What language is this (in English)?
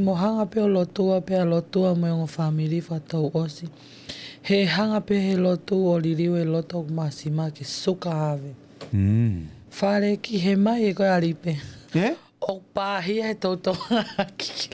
Tongan